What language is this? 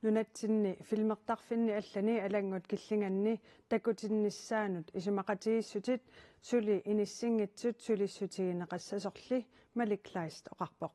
Kalaallisut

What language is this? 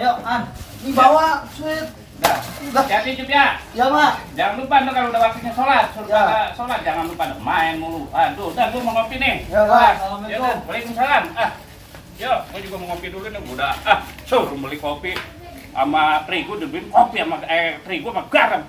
Betawi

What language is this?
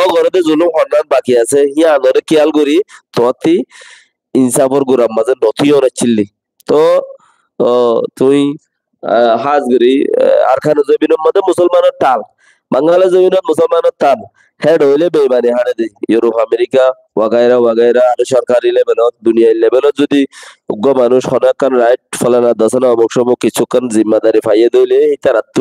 Rohingya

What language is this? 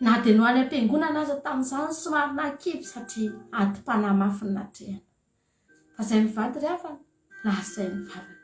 Malagasy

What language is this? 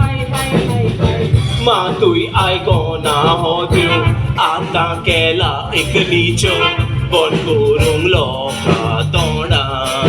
Konkani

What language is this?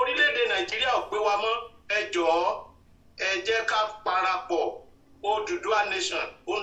Yoruba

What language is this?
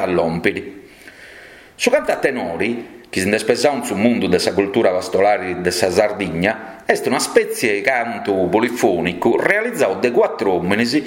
Sardinian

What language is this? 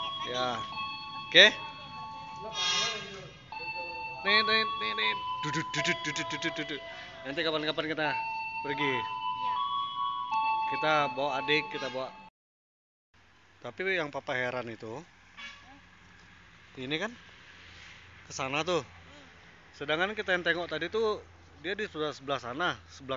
Indonesian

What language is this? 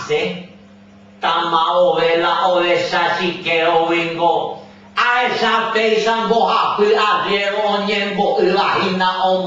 Guarani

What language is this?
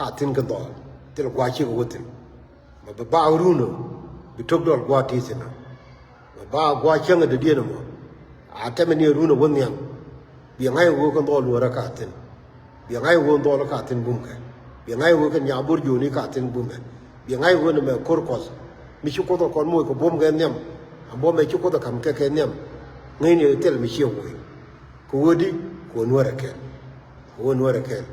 Nuer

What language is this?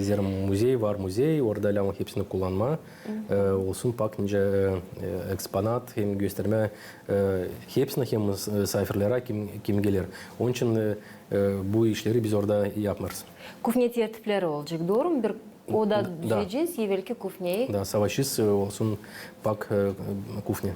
Gagauz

